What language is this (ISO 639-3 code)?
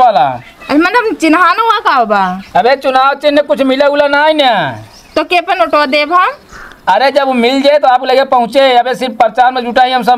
awa